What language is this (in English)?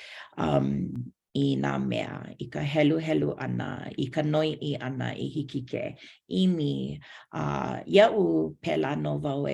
Hawaiian